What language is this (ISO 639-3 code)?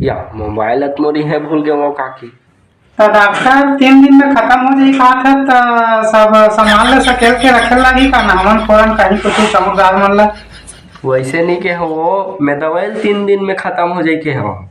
hne